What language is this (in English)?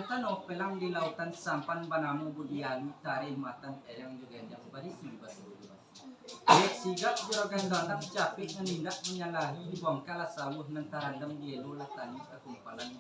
Minangkabau